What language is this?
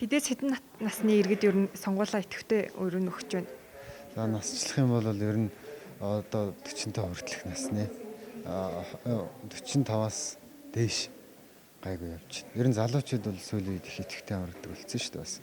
Mongolian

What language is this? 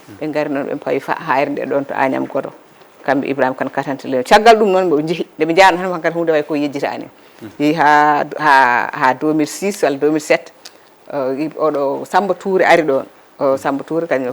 Fula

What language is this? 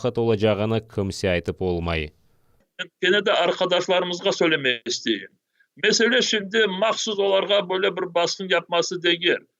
Crimean Tatar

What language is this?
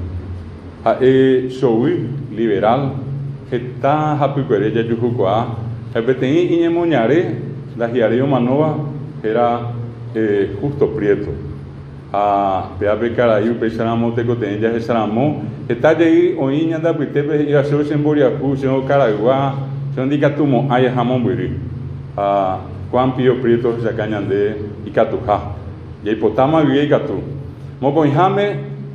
Guarani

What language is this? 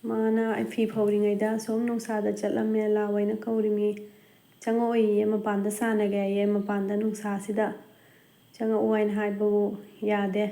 Manipuri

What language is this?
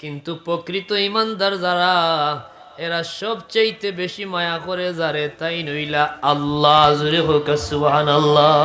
Sylheti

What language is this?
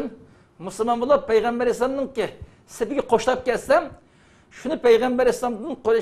Uyghur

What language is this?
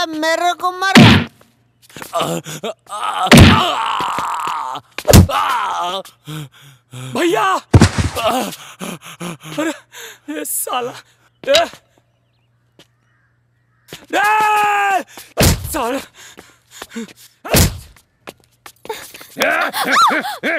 Bhojpuri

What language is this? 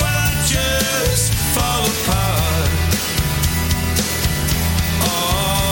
Spanish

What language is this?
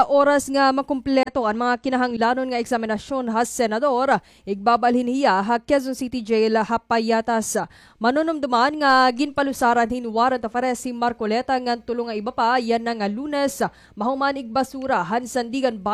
Waray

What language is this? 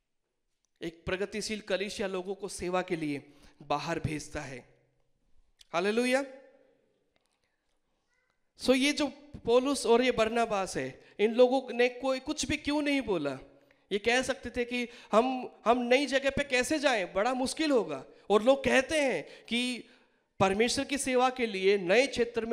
Hindi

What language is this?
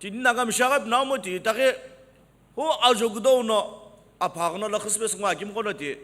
Sumi Naga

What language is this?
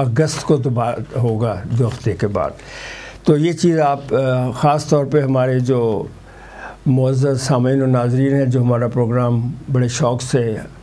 Urdu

